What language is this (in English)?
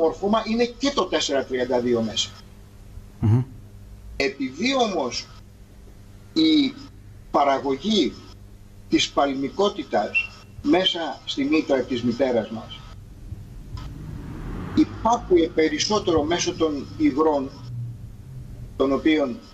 Greek